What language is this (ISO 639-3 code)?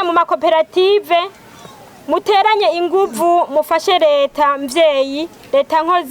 run